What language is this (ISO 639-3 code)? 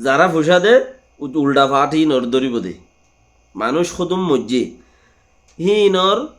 rhg